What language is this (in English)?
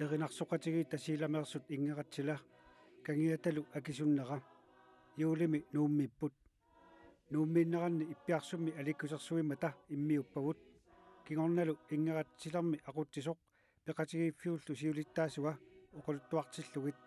Kalaallisut